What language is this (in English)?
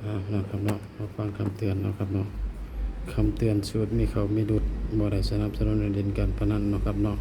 Northeastern Thai